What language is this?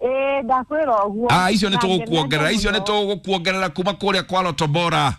Kikuyu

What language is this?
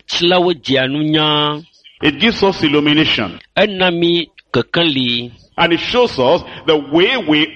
Ewe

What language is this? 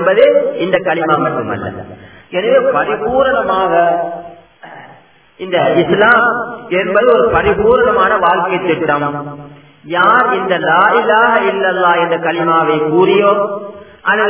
Tamil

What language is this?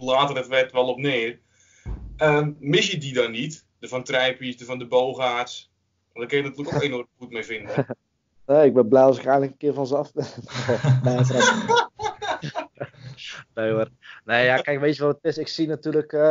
Dutch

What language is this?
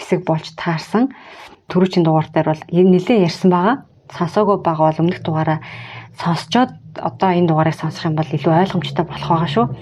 Mongolian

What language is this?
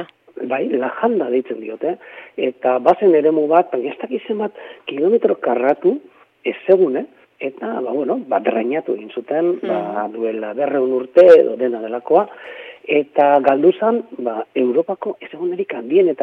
Basque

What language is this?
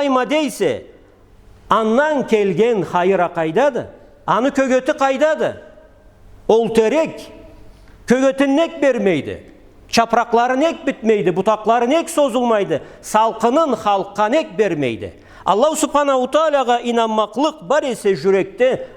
Karachay-Balkar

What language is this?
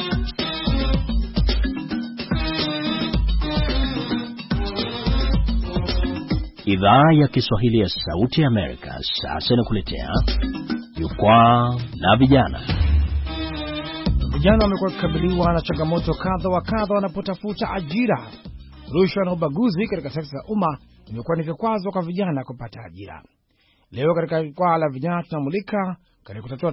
Swahili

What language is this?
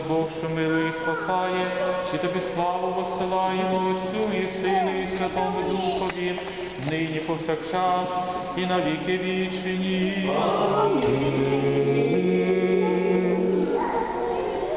Ukrainian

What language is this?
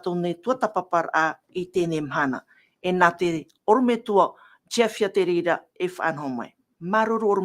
Tahitian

